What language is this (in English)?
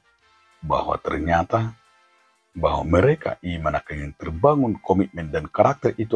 Batak Toba